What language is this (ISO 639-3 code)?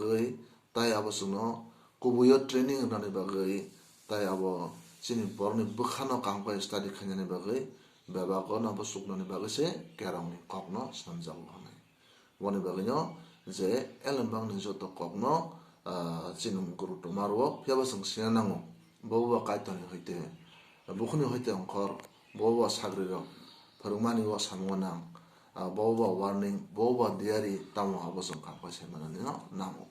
trp